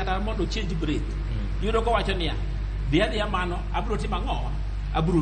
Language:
Luo (Kenya and Tanzania)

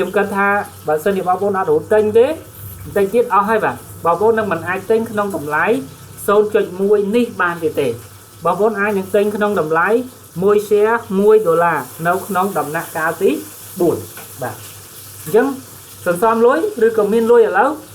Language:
Khmer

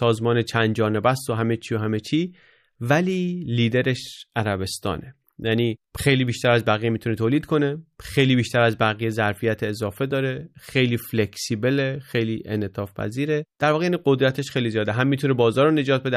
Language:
Persian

